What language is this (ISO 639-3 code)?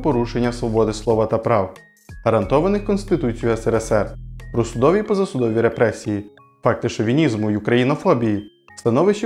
ukr